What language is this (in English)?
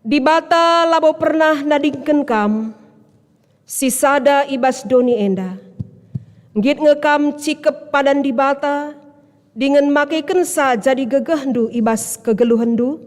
Batak Karo